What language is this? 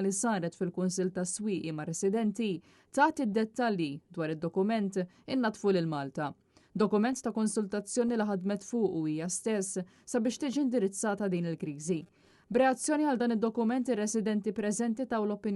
Maltese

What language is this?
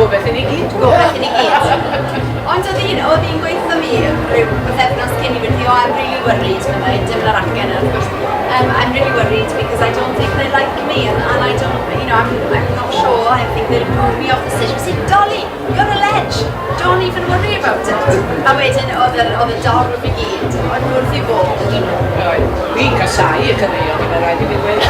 Welsh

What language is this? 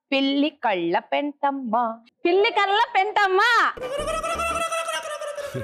Telugu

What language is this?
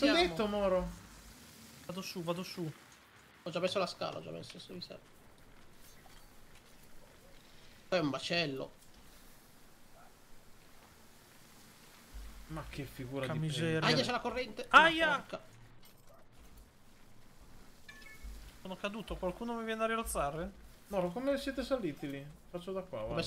Italian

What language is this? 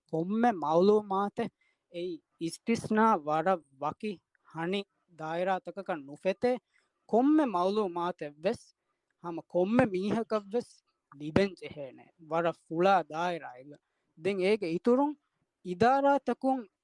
Divehi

